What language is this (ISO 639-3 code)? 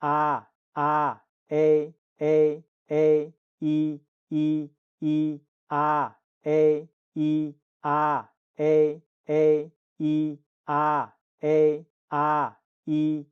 hne